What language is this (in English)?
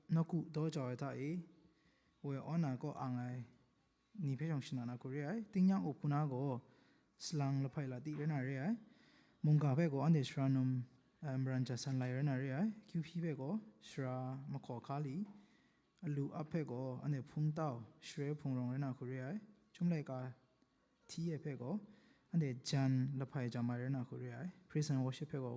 Kachin